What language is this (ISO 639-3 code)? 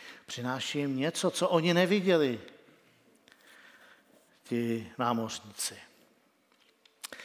ces